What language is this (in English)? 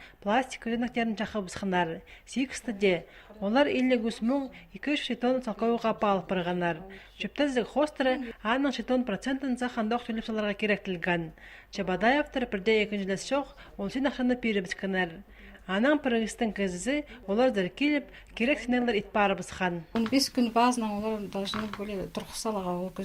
Khakas